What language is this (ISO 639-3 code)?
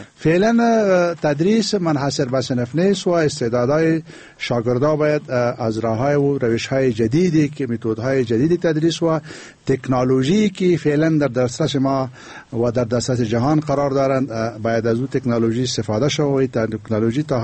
fas